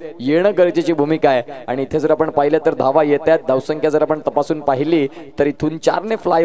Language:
Marathi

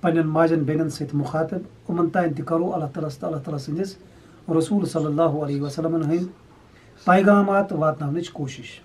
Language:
Kashmiri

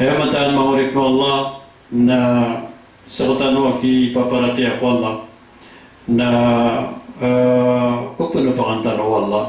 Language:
Maranao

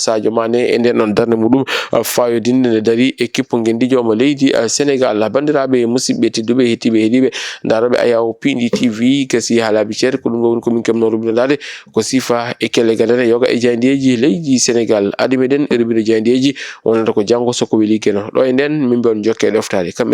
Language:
Fula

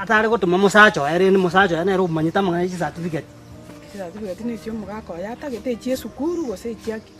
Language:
Gusii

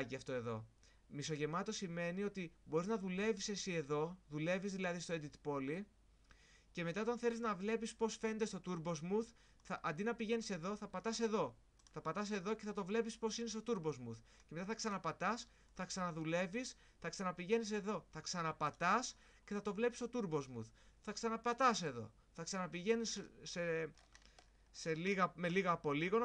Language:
Greek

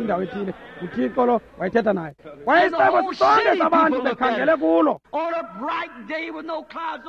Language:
Xhosa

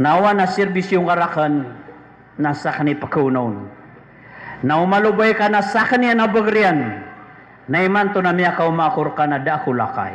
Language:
Maranao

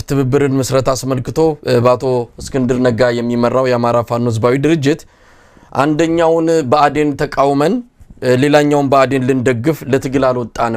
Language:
Amharic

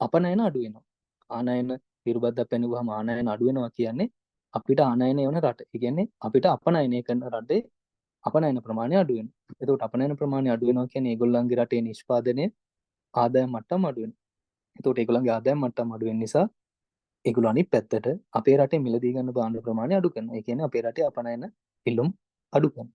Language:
Sinhala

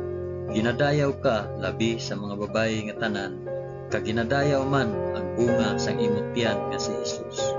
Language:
Hiligaynon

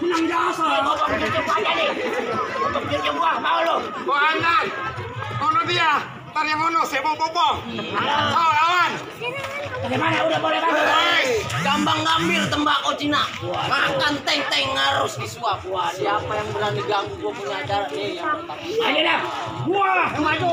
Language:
Betawi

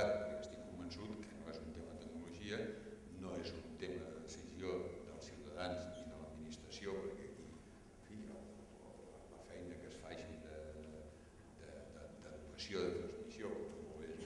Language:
Catalan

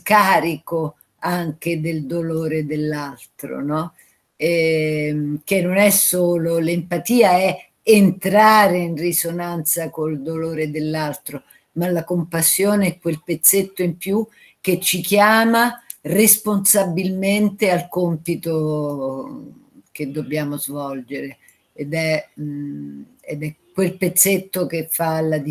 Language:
Italian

